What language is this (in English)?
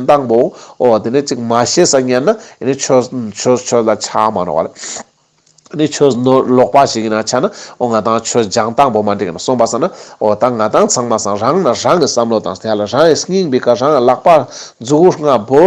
Ladakhi